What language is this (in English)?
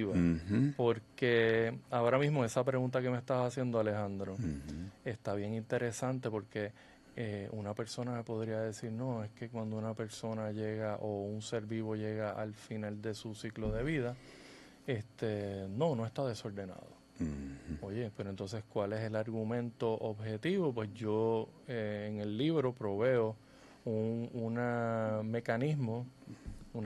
Spanish